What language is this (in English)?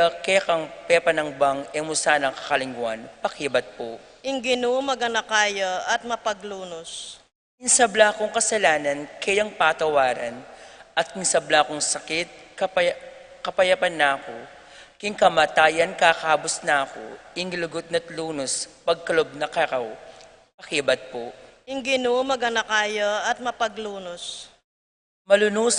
Pampanga